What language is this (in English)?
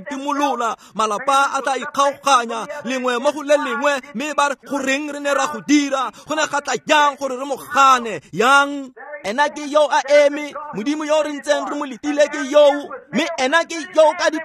Tswana